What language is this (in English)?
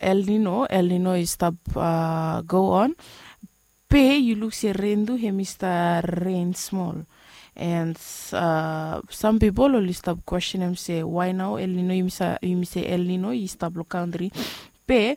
Bislama